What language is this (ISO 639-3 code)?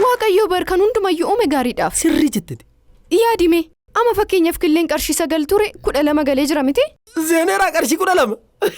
orm